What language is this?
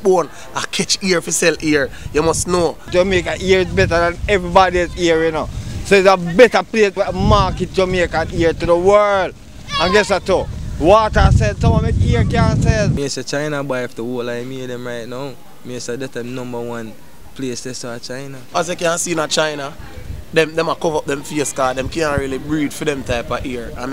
Jamaican Creole English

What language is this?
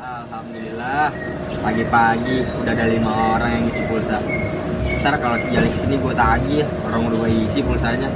Betawi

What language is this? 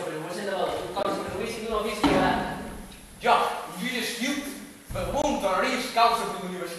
Catalan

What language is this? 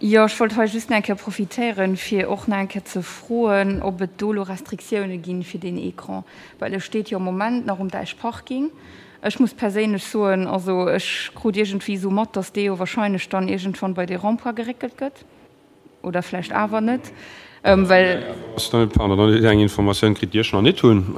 Luxembourgish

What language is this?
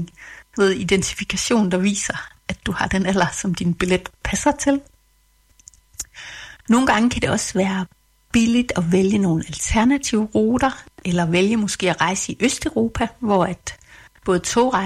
Danish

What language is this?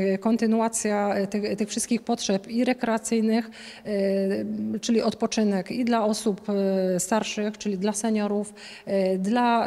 Polish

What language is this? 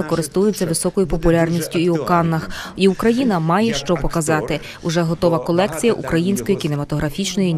Ukrainian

